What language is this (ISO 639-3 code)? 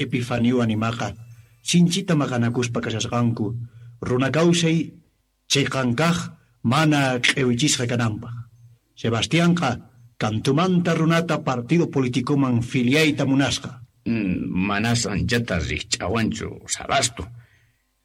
que